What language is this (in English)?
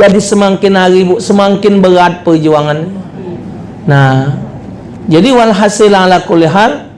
Musi